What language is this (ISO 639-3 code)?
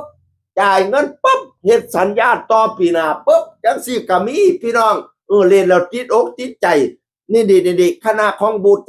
tts